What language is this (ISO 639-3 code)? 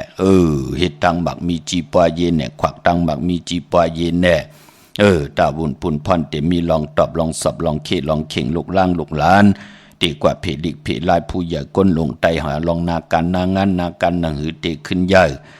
shn